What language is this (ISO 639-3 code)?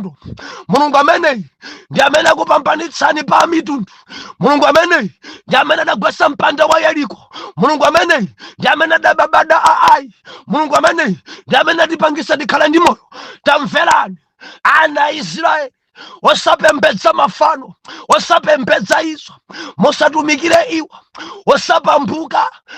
nya